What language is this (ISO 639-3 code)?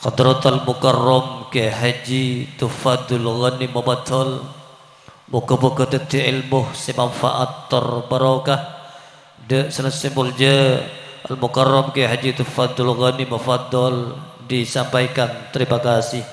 mad